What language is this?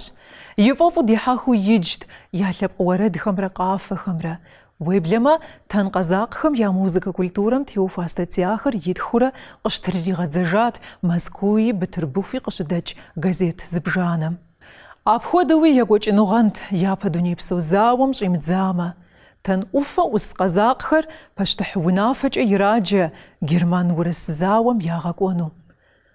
Kabardian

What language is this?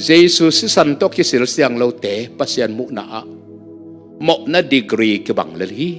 Tedim Chin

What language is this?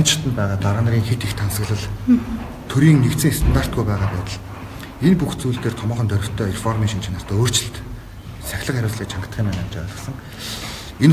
Mongolian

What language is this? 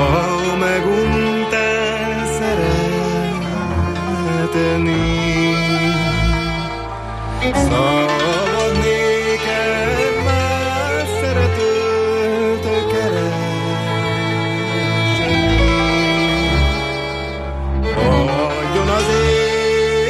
Hungarian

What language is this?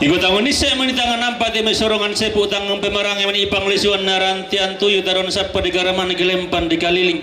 Toraja-Sa'dan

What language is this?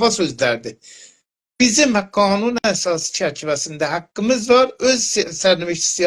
South Azerbaijani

